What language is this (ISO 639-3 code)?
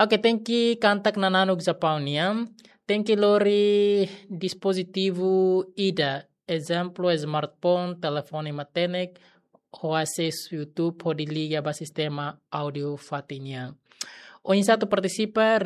tet